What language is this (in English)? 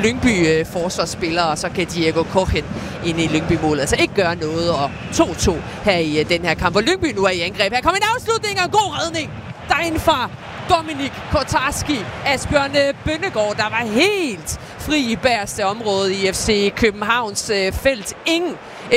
Danish